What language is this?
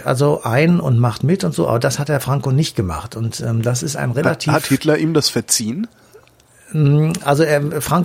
German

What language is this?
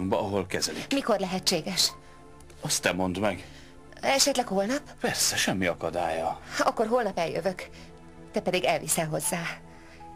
Hungarian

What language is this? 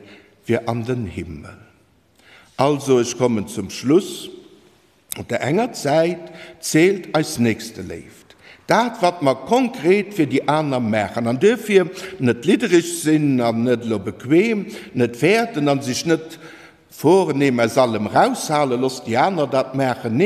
Luxembourgish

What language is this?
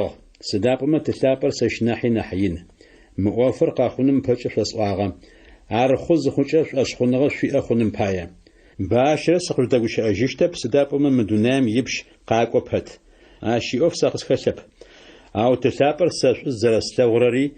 Adyghe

